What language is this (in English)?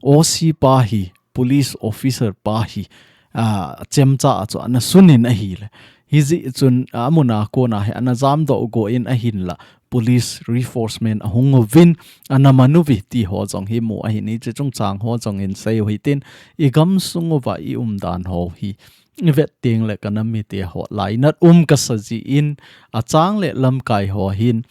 Thado Chin